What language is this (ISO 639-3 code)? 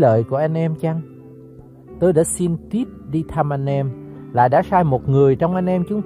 vie